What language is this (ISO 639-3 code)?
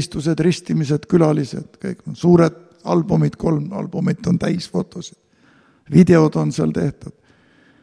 est